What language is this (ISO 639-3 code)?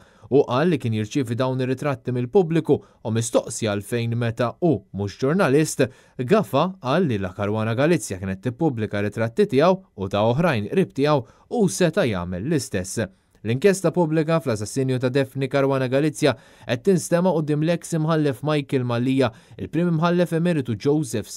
mlt